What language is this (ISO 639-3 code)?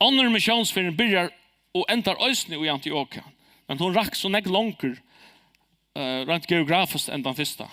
fao